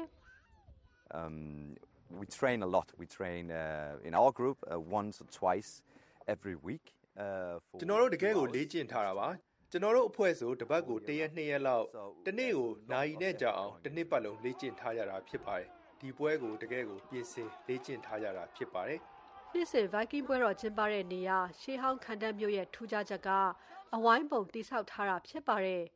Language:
Burmese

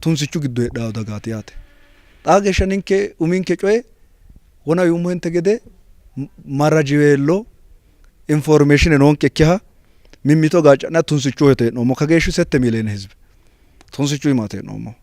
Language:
Sidamo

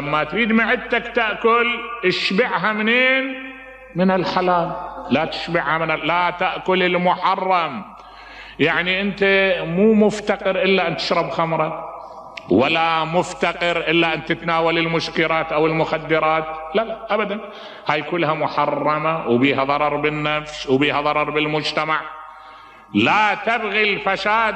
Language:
Mesopotamian Arabic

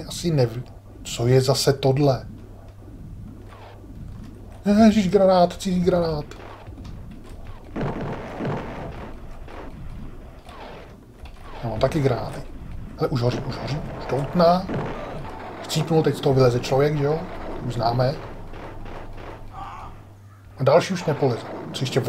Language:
Czech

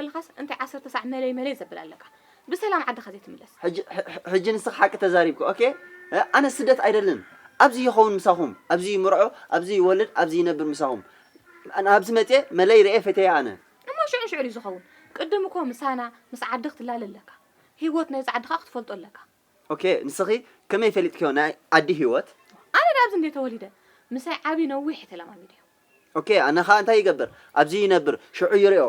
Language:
Tigrinya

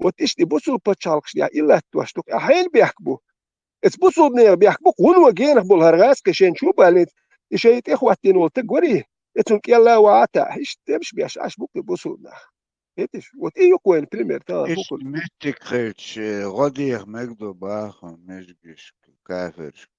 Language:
Chechen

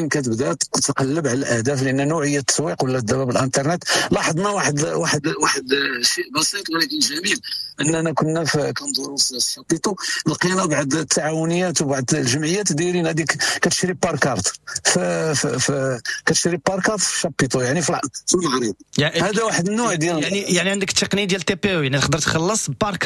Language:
Moroccan Arabic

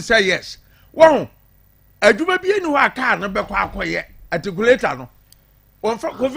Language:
Akan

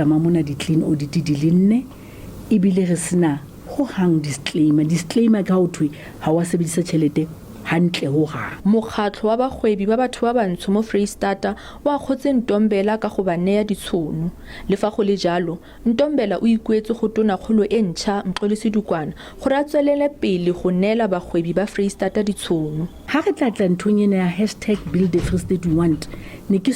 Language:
Southern Sotho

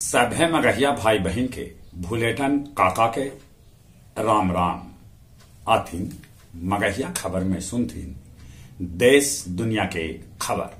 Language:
Magahi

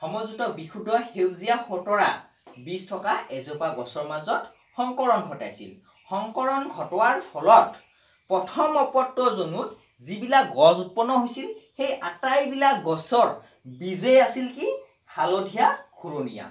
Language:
Assamese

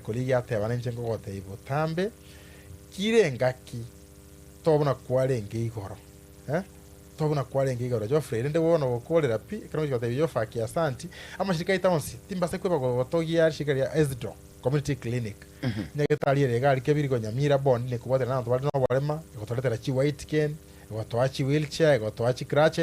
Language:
Gusii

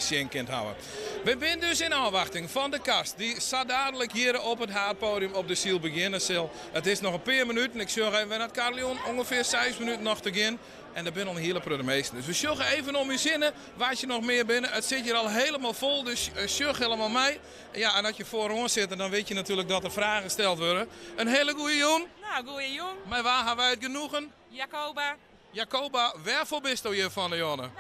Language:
Western Frisian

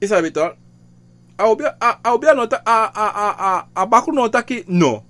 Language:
Sranan Tongo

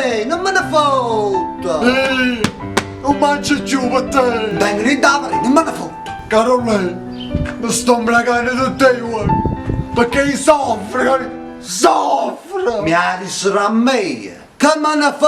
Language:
Neapolitan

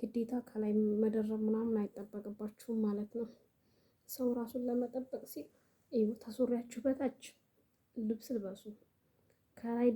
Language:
Amharic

